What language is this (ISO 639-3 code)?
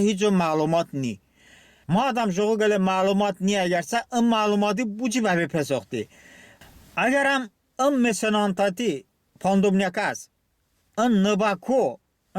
tly